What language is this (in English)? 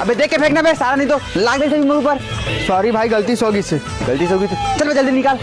Chhattisgarhi